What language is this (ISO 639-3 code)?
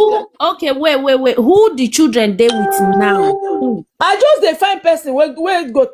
pcm